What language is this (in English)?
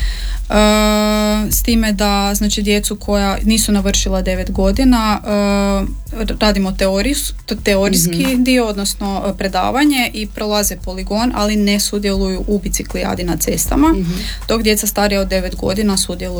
Croatian